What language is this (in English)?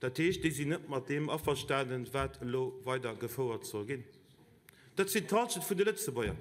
Luxembourgish